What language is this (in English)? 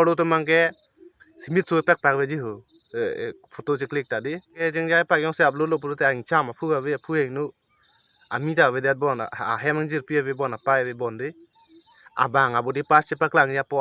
Karbi